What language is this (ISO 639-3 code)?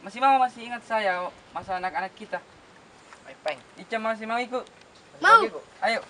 mfp